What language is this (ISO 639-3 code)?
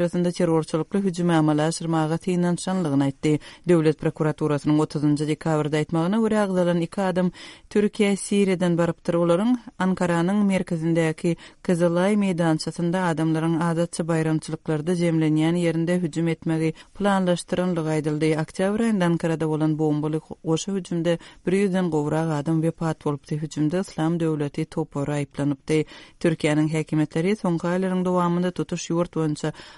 tuk